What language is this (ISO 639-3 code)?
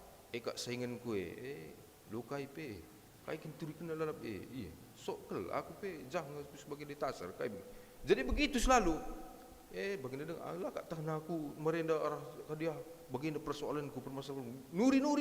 btx